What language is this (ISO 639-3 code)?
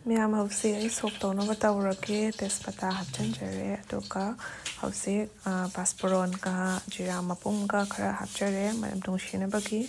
mni